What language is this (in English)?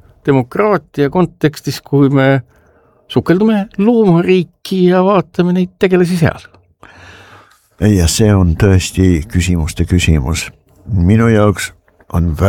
Estonian